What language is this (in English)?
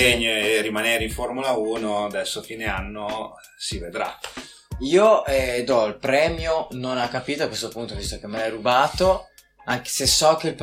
Italian